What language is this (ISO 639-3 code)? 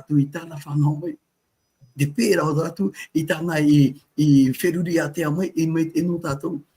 tah